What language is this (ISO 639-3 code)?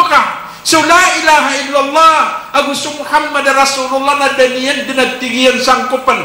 mrw